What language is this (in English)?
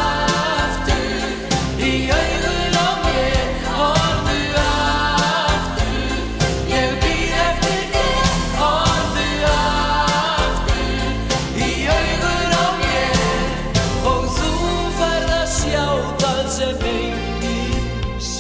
Icelandic